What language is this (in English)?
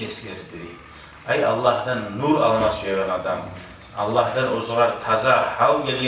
Kumyk